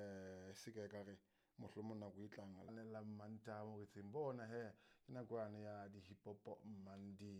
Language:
Southern Sotho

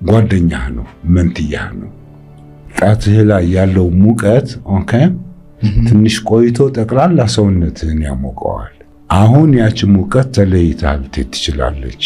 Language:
Amharic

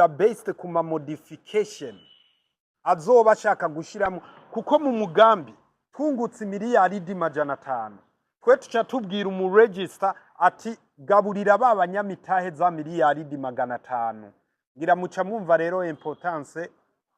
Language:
Rundi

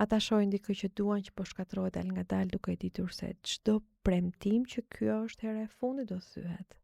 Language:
Albanian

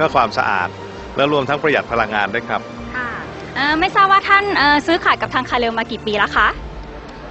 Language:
Thai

